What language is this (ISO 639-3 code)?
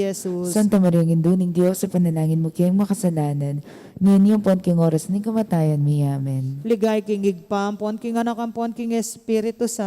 pam